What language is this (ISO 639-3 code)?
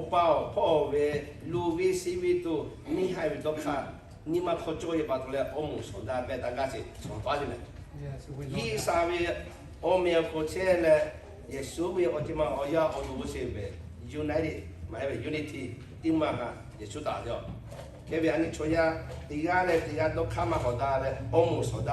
lhu